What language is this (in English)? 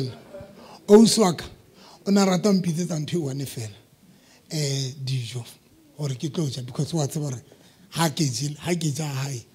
Southern Sotho